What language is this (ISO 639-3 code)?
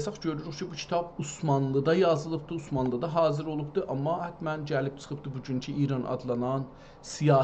azb